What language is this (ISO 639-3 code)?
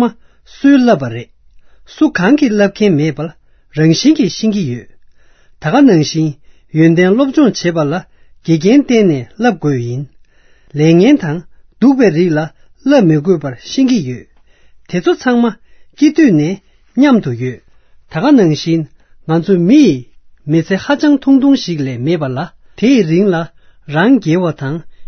bod